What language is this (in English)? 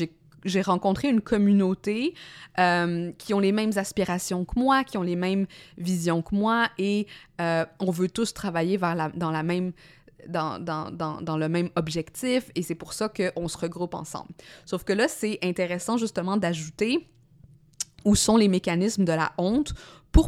French